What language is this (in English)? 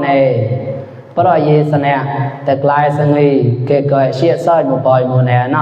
Mon